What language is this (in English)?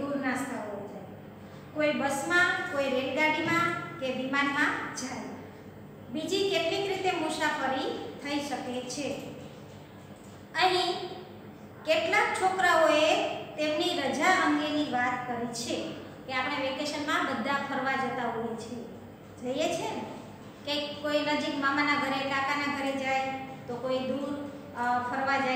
Gujarati